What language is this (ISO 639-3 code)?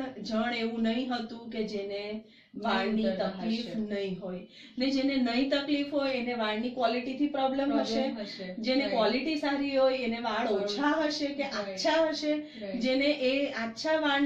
guj